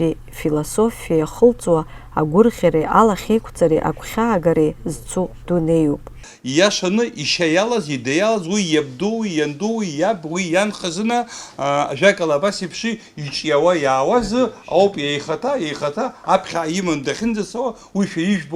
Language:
Abkhazian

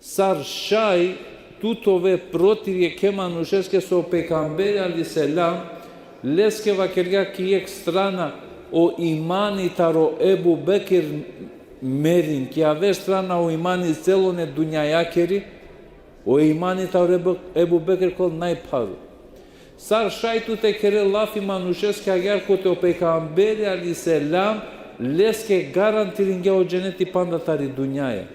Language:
Balkan Romani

